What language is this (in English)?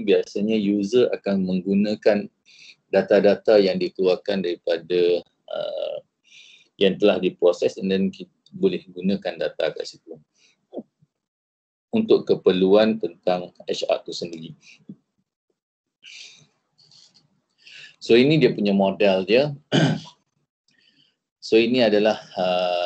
Malay